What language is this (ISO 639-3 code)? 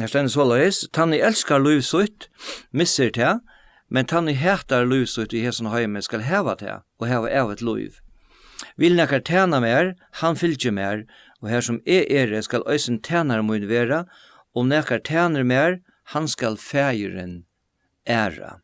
fao